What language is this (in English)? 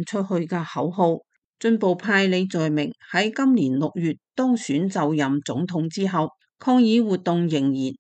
Cantonese